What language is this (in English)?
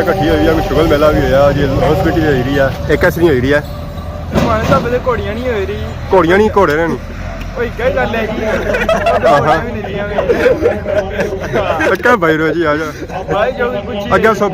Pahari-Potwari